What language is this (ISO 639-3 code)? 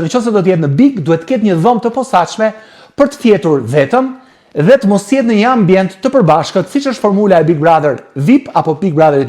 sqi